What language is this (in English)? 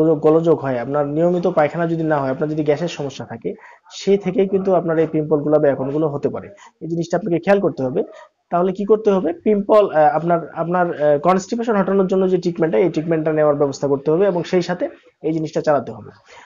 Bangla